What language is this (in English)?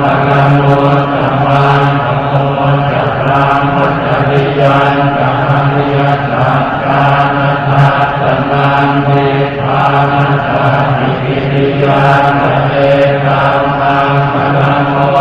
Pali